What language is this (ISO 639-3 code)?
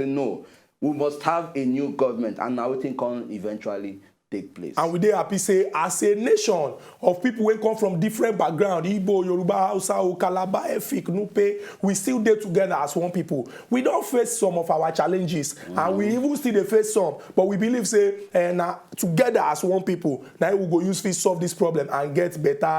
pcm